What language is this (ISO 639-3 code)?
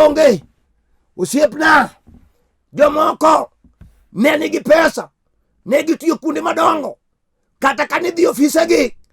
luo